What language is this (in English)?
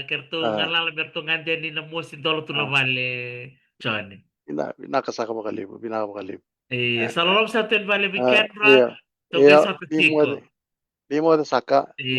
Fijian